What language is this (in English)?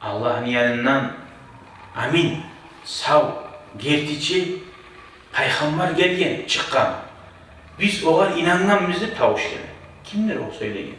Kumyk